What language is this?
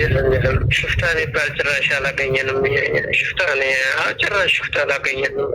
Amharic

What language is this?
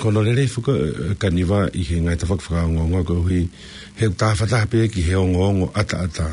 Tongan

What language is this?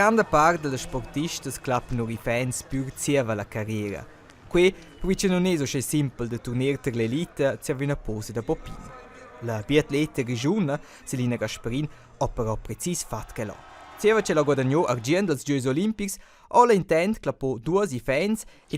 Romansh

